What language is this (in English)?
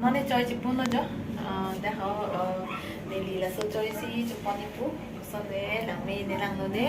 Karbi